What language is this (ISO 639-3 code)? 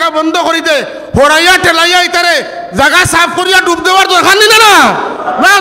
syl